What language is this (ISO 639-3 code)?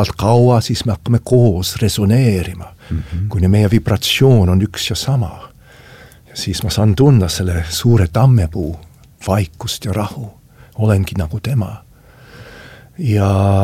est